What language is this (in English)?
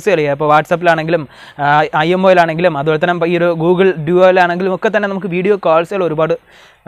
Malayalam